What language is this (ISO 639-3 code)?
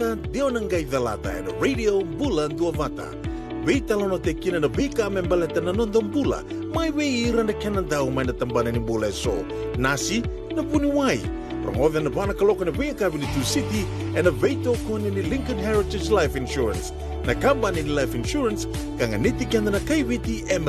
fij